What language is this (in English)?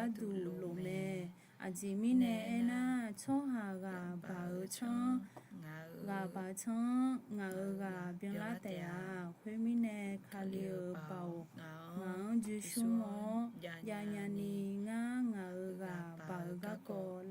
Akha